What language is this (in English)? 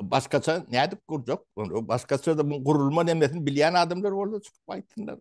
Turkmen